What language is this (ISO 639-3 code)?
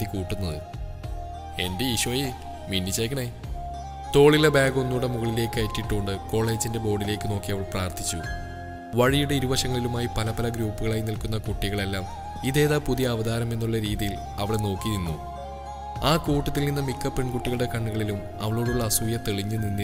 mal